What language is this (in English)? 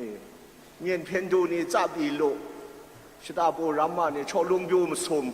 Kachin